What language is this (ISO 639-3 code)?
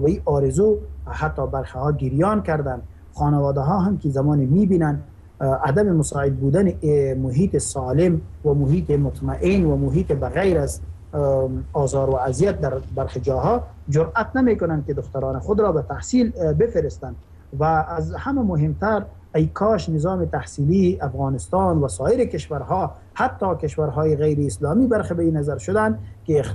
fas